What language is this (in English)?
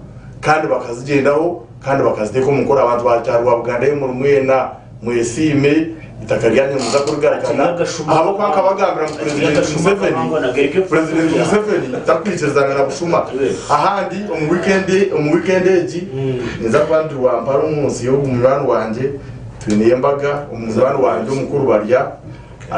Nyankole